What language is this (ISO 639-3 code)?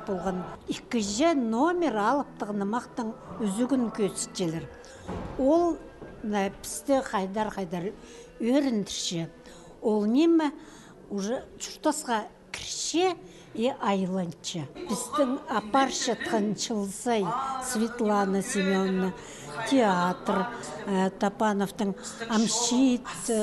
kjh